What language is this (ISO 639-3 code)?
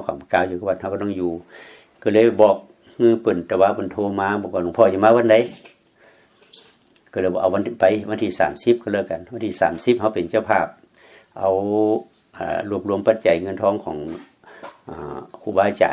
lao